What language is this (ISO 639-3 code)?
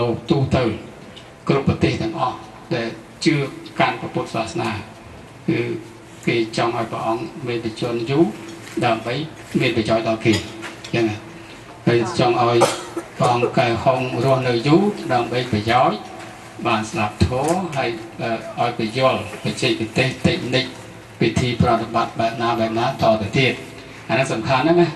khm